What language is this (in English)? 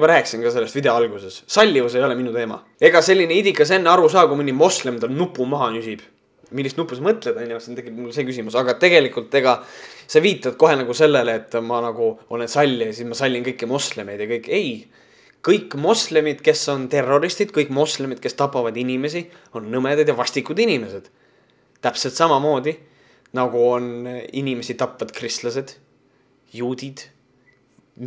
Estonian